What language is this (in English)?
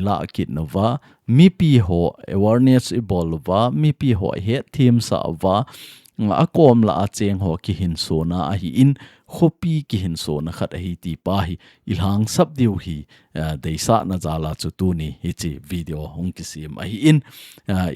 Thado Chin